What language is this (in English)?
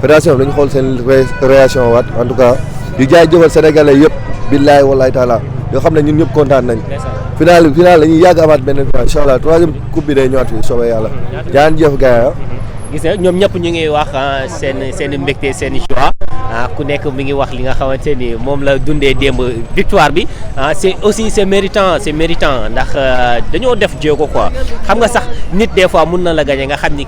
Wolof